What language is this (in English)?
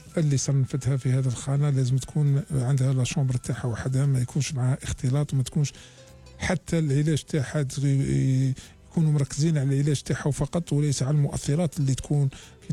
Algerian Arabic